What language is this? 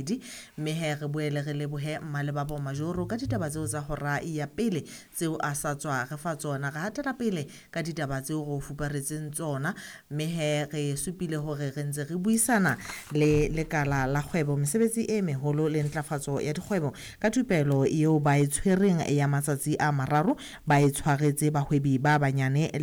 Southern Sotho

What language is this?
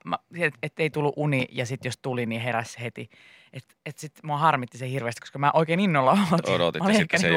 Finnish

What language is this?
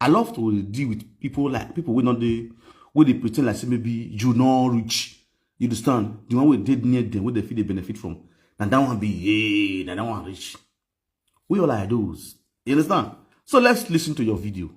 Nigerian Pidgin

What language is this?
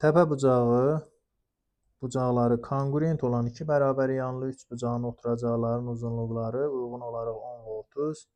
Azerbaijani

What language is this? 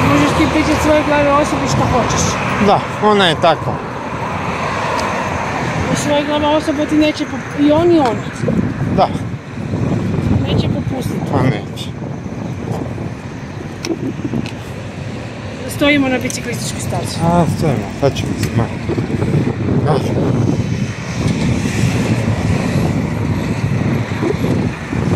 Croatian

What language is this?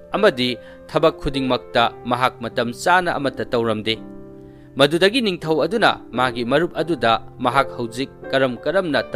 Manipuri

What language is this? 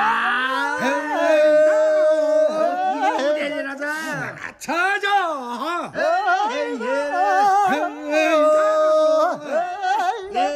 Korean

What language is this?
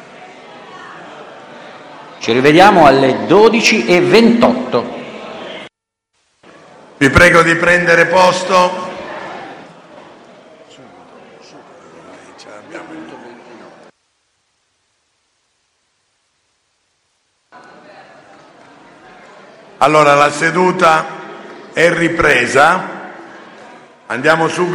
Italian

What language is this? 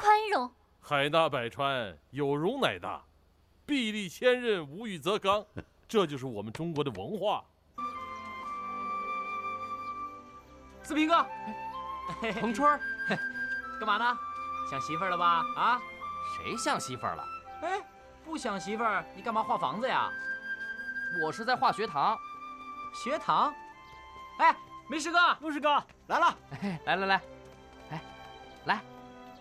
Chinese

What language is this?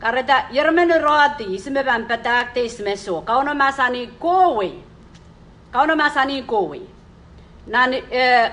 Pohnpeian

